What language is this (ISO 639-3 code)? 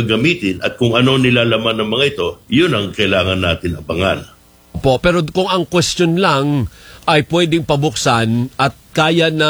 fil